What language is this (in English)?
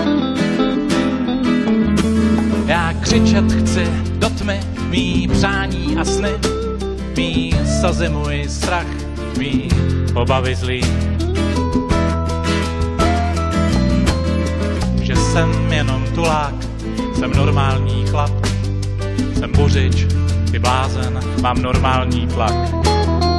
Czech